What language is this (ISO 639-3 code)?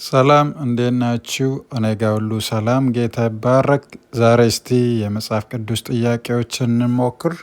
amh